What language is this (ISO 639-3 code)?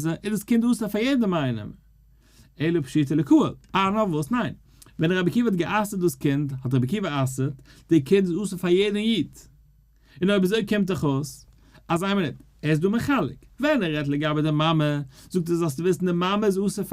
yid